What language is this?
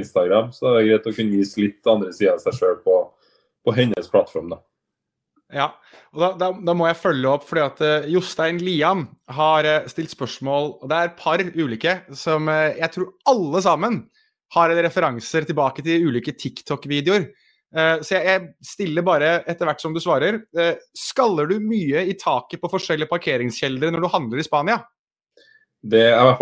Norwegian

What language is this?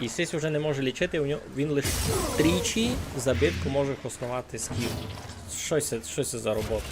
Rusyn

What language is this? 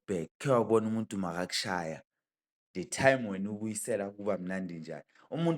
Zulu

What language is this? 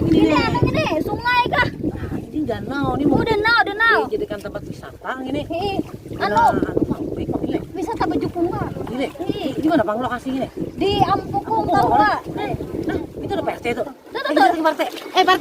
Banjar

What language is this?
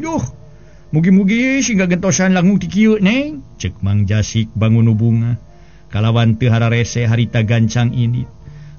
Sundanese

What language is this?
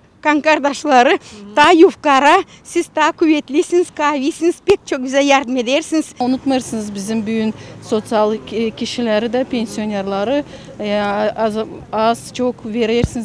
Gagauz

